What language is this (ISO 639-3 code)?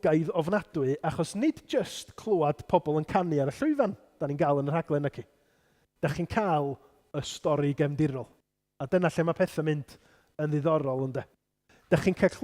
cym